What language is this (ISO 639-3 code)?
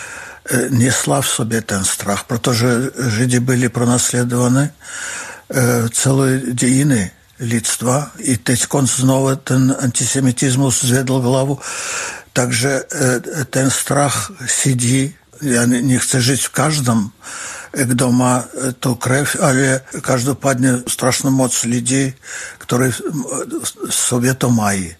ces